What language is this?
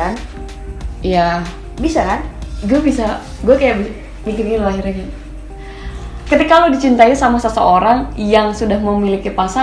Indonesian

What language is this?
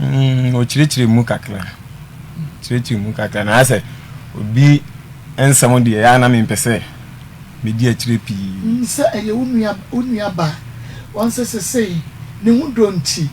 Akan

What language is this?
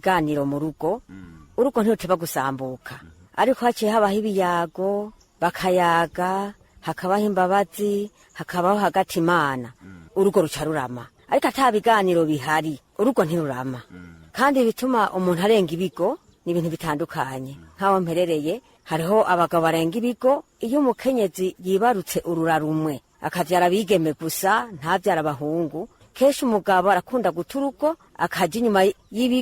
Rundi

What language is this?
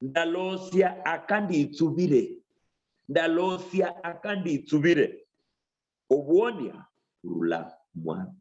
Luyia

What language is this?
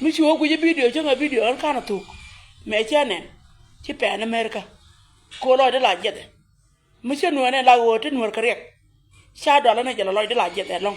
Nuer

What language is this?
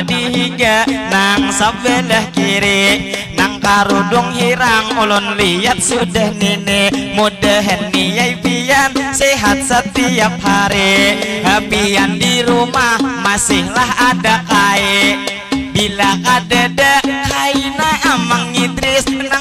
Banjar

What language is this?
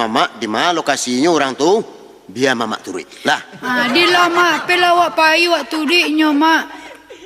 Minangkabau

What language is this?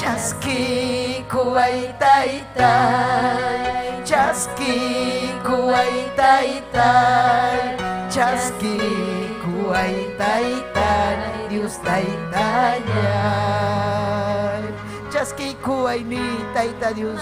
Ayacucho Quechua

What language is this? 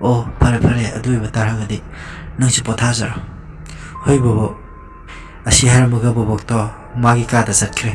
Manipuri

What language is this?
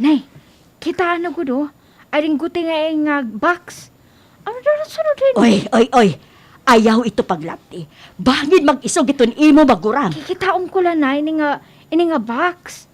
Waray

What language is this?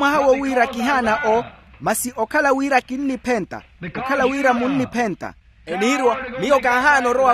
Makhuwa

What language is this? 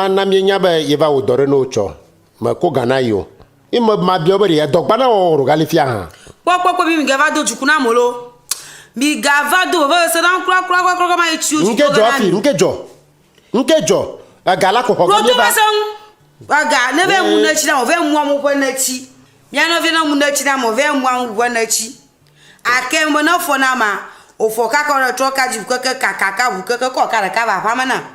Ewe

